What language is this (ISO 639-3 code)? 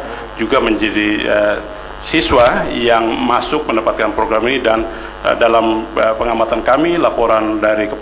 ind